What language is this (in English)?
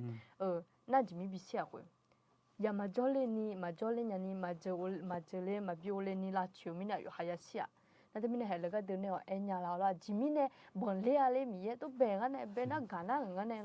Akha